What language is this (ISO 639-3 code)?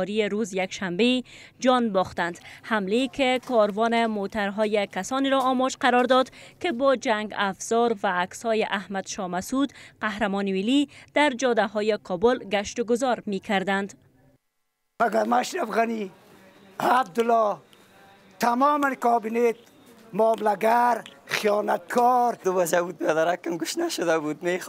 fas